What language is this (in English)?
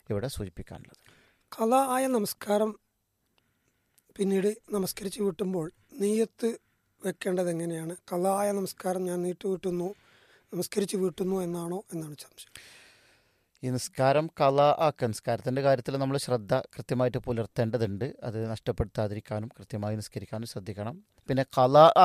Malayalam